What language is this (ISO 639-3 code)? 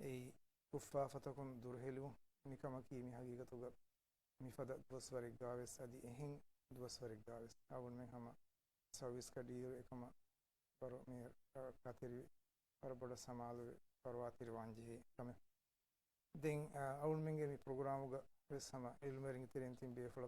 div